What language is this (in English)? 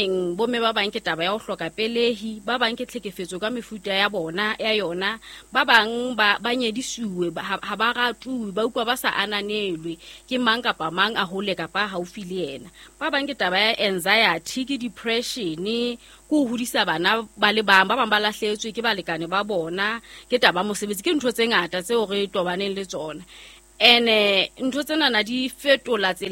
Southern Sotho